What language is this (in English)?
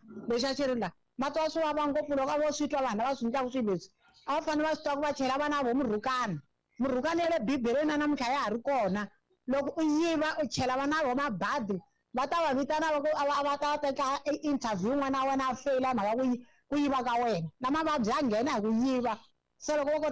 Tsonga